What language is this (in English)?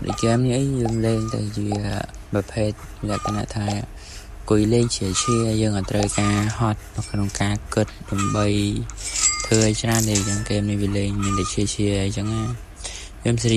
Khmer